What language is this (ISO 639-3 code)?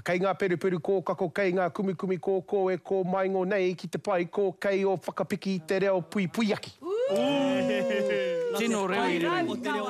mri